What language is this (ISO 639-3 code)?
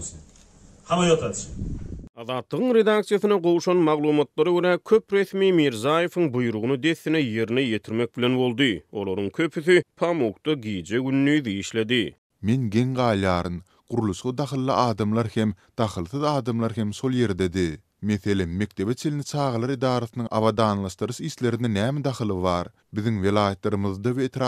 tuk